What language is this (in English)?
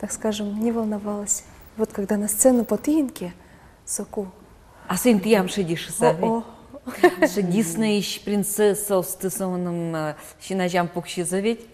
Udmurt